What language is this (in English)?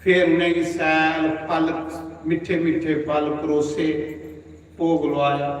Dogri